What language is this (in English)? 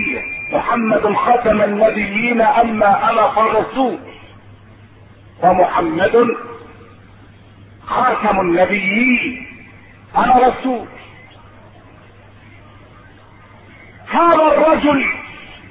Arabic